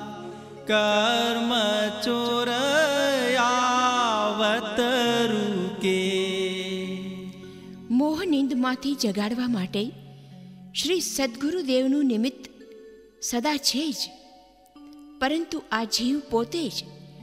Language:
Gujarati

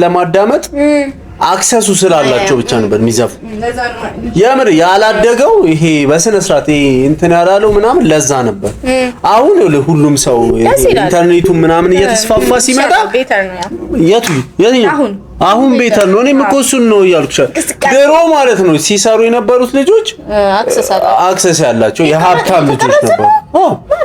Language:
Amharic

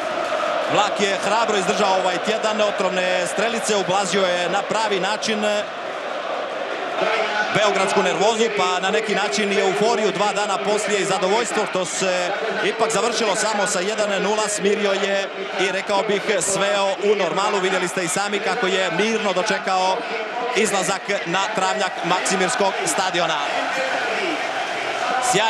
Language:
Croatian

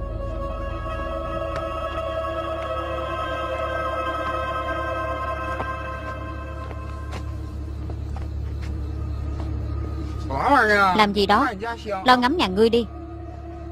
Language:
Vietnamese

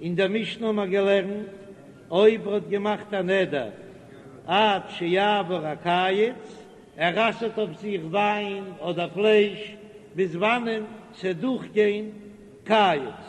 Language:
Yiddish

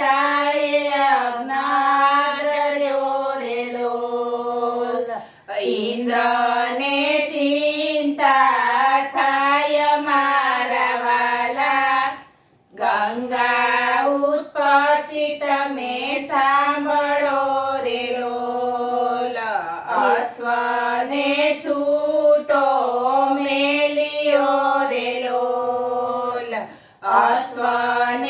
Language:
Gujarati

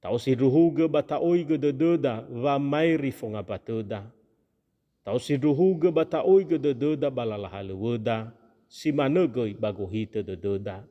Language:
Nias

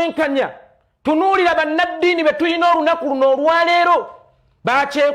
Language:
Ganda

